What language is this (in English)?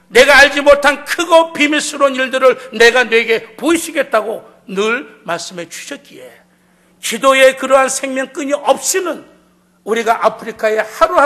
Korean